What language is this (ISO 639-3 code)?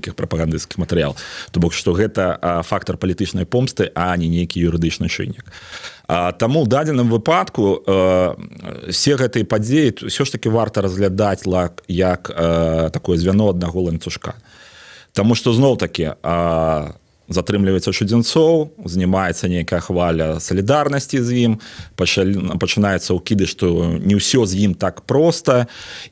bel